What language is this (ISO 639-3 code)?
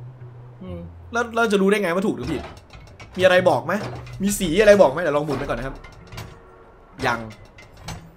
tha